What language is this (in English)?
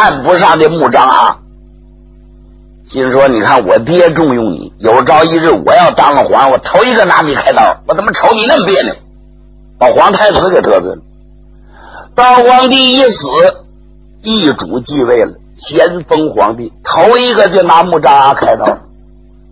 Chinese